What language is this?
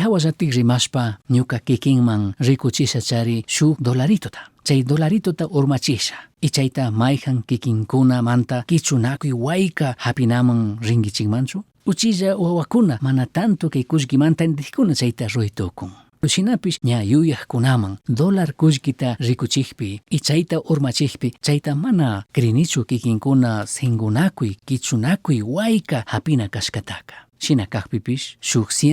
Chimborazo Highland Quichua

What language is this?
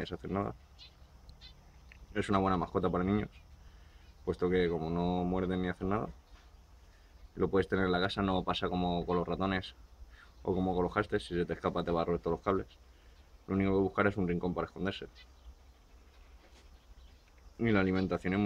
Spanish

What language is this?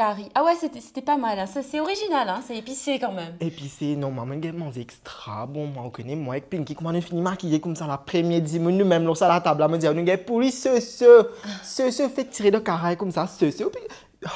Morisyen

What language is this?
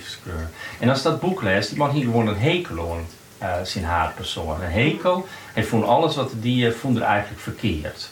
Western Frisian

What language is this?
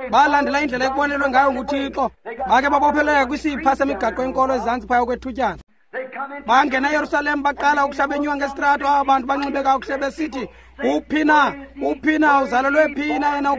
Xhosa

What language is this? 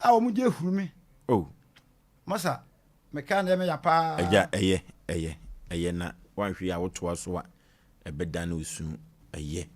Akan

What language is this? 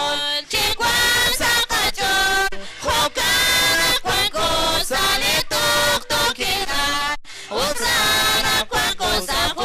Kekchí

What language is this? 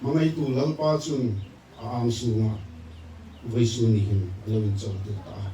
Hmar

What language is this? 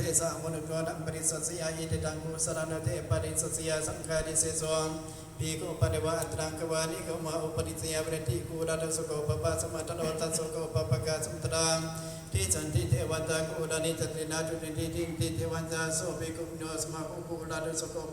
Pali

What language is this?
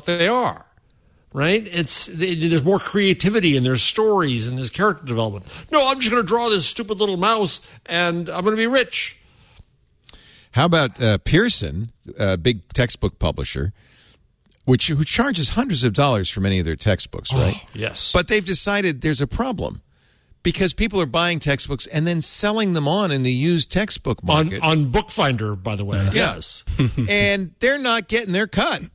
English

